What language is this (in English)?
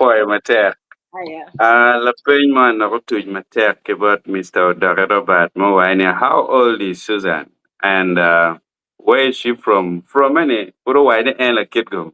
Acoli